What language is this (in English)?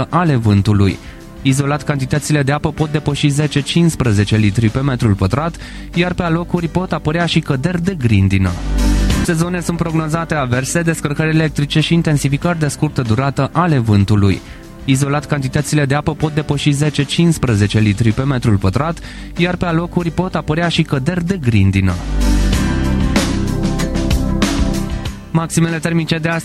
Romanian